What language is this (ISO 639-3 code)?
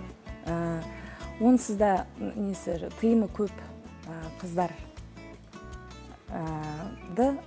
kaz